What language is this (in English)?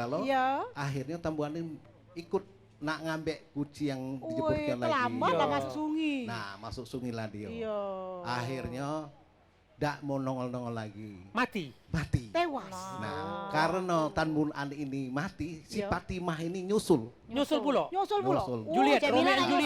Musi